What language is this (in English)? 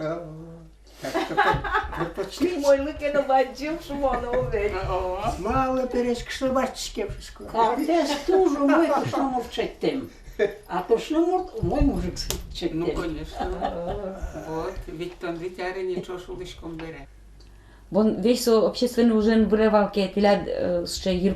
Udmurt